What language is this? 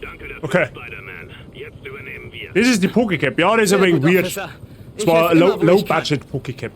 Bavarian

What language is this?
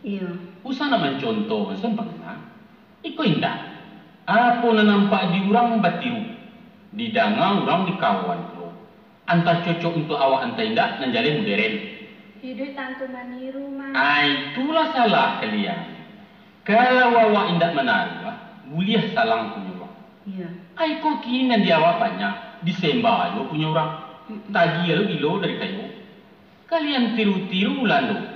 Minangkabau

